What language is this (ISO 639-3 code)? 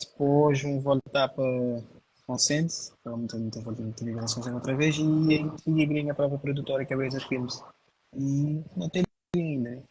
kea